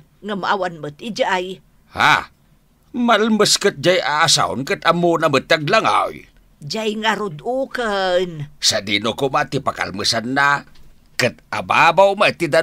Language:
Iloko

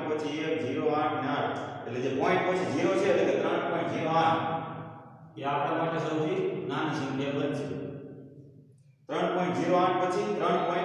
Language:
Gujarati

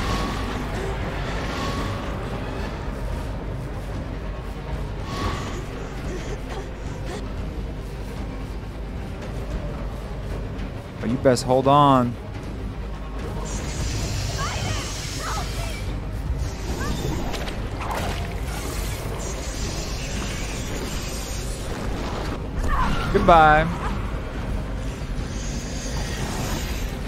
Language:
English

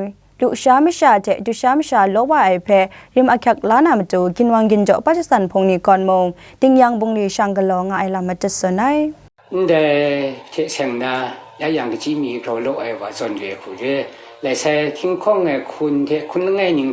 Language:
Kachin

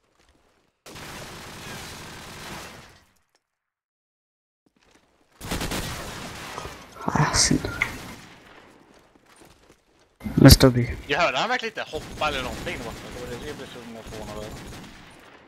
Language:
Swedish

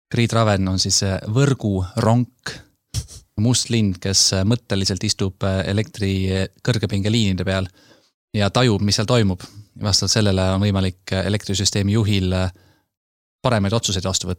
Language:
Estonian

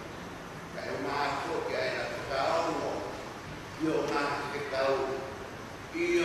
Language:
Tongan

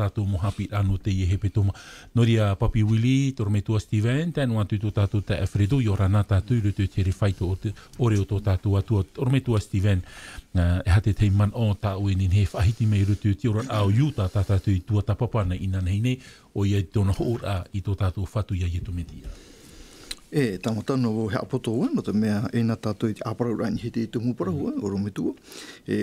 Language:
Tahitian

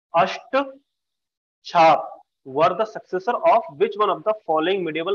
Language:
Hindi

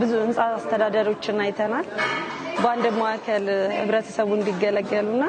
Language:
Amharic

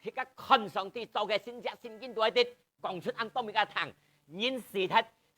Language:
Hakka Chinese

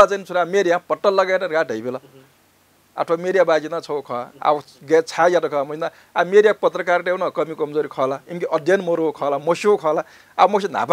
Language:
Newari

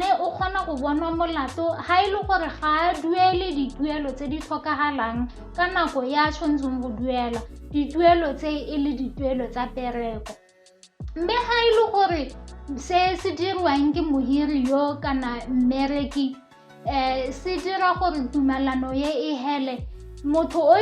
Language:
Tswana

